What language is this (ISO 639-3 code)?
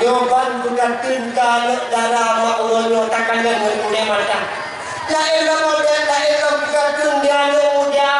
ace